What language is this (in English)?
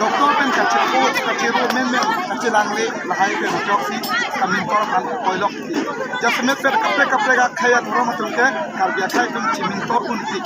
Karbi